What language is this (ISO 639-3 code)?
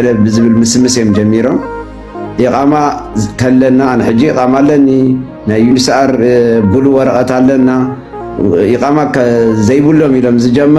tir